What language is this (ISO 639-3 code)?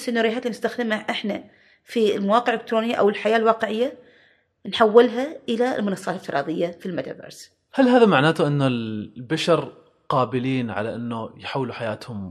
afb